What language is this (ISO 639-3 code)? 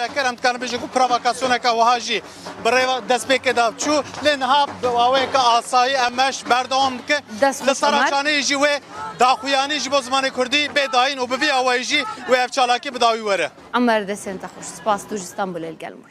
kur